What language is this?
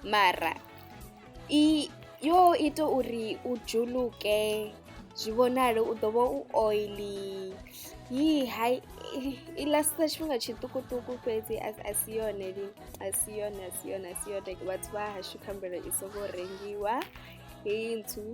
Venda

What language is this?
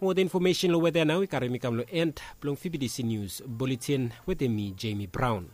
Bislama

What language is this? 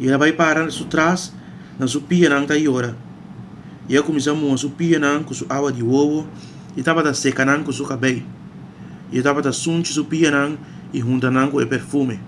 Papiamento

